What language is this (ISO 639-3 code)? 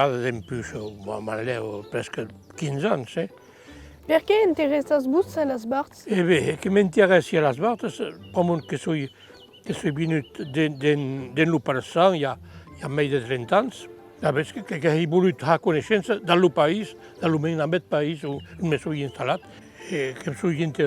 oci